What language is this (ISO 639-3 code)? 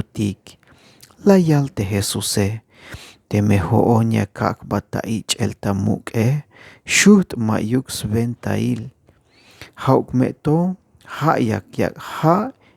tzh